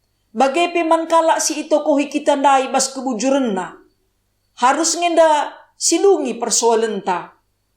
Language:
Batak Karo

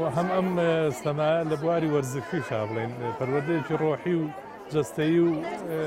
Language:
Central Kurdish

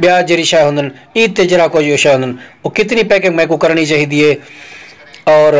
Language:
Saraiki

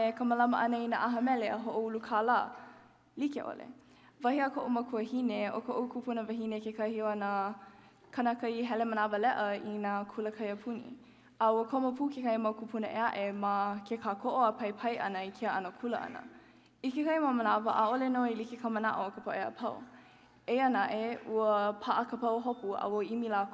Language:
Hawaiian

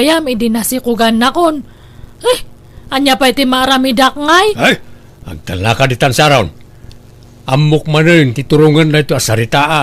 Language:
Iloko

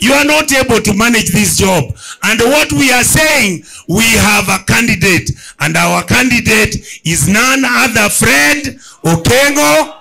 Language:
Gusii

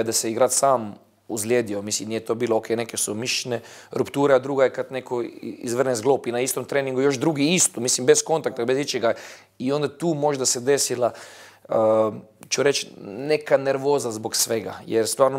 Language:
Bosnian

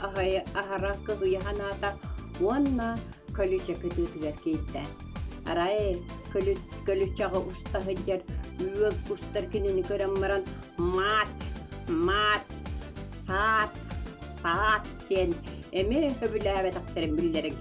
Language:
Yakut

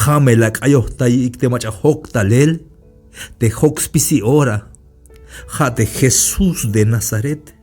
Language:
Tzeltal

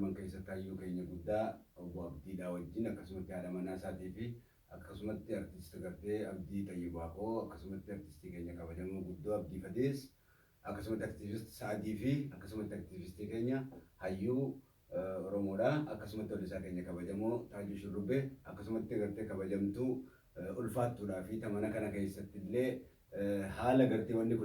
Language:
Oromo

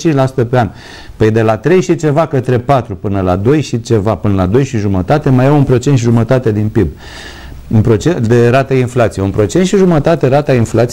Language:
Romanian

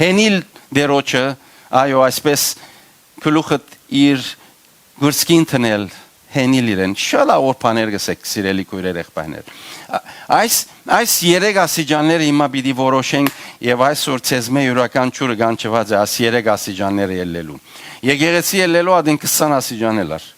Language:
Western Armenian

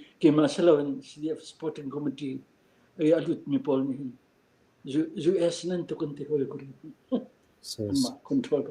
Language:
Falam Chin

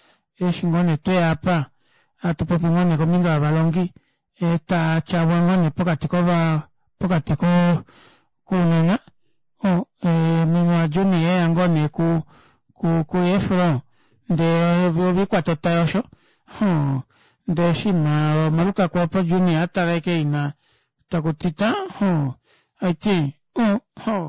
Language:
Kuanyama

